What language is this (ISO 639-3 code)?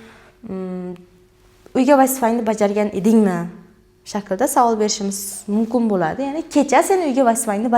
uzb